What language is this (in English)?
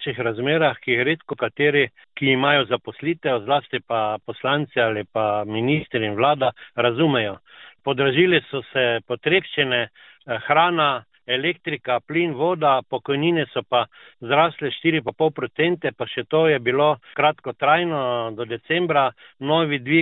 Slovenian